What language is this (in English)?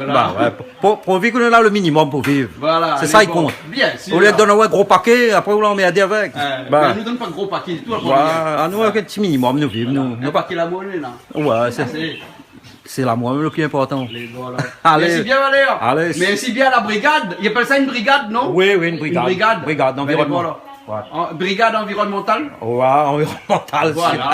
Réunion Creole French